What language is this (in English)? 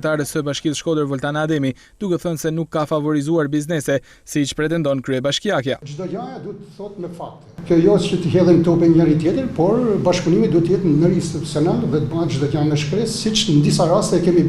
Albanian